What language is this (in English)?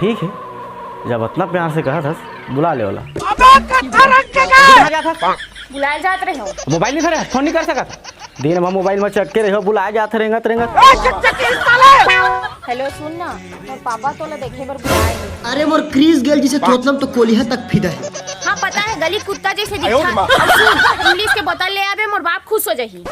Chhattisgarhi